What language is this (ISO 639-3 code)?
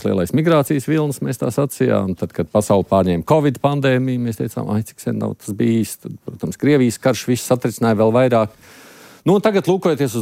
lav